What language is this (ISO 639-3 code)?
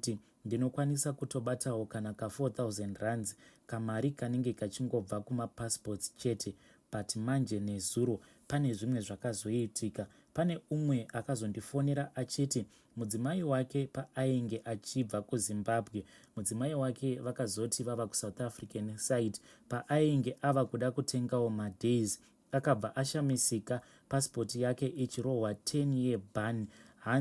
sna